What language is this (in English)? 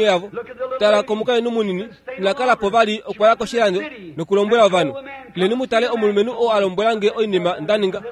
Kuanyama